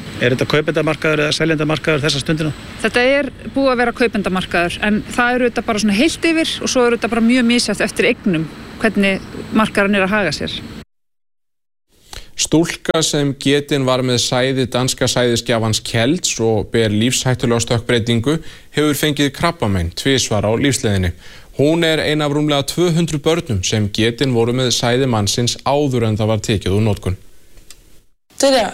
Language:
Icelandic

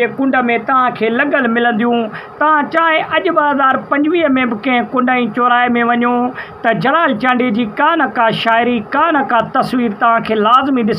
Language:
Sindhi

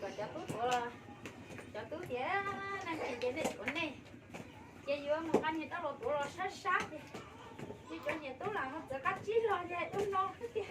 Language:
Hmong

